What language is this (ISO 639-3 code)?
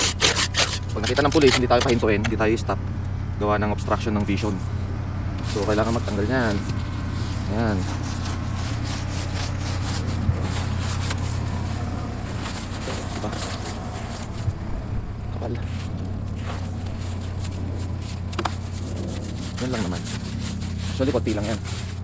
fil